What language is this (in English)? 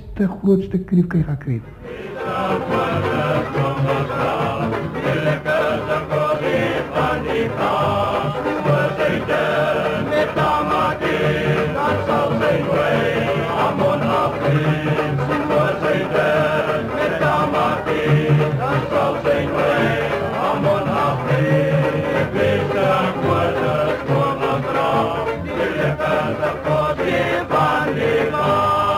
Afrikaans